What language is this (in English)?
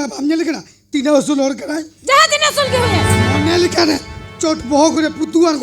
Santali